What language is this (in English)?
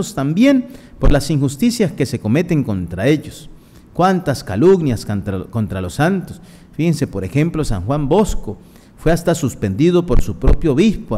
Spanish